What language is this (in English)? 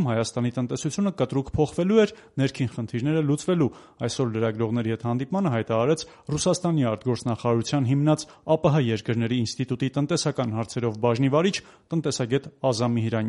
Armenian